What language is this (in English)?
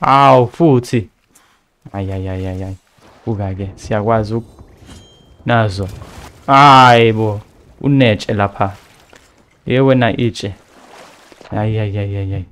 Zulu